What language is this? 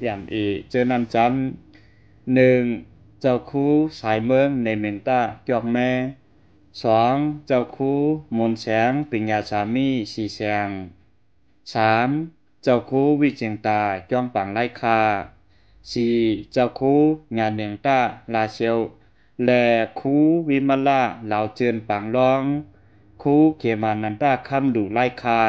Shan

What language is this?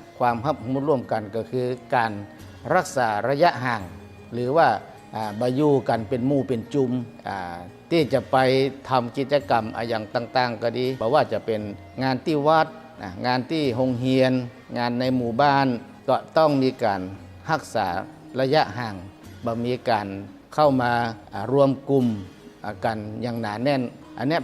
Lao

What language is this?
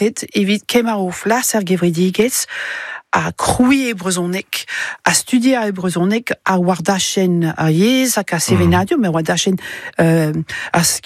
Breton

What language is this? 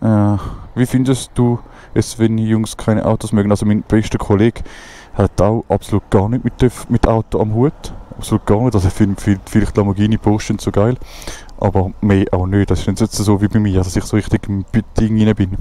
Swiss German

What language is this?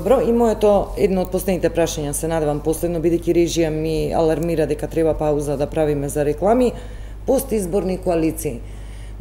Macedonian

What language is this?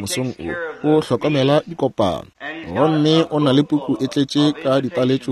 Northern Sotho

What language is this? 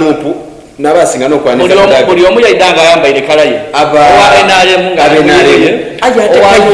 Soga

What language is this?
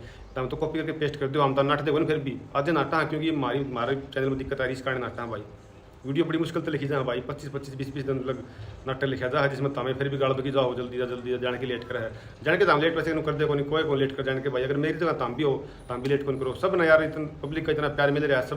Haryanvi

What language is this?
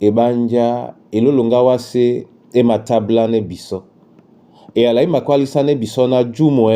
Duala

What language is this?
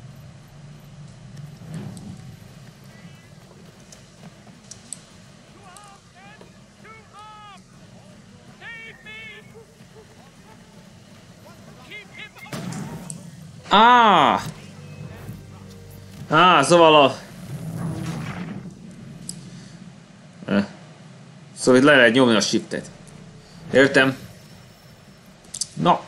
Hungarian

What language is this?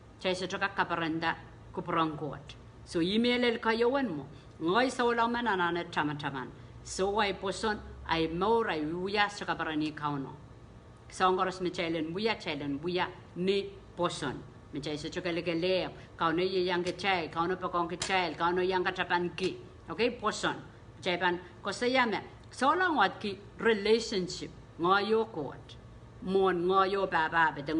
Pohnpeian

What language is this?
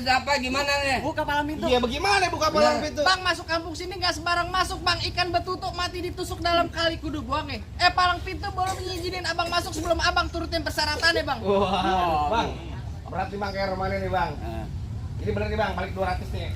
Betawi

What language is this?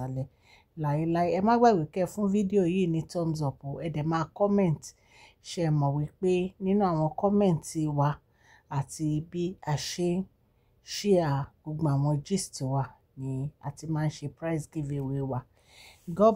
Yoruba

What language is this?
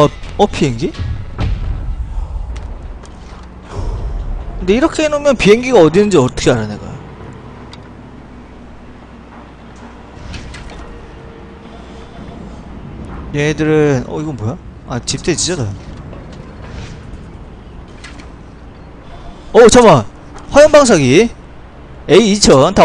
Korean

